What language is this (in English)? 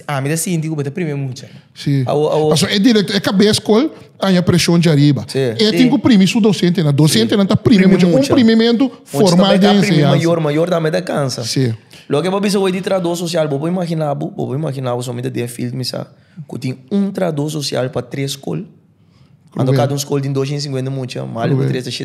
Papiamento